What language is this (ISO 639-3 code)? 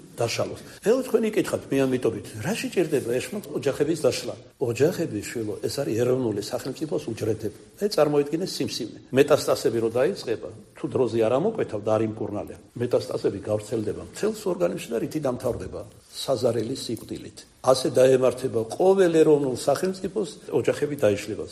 kat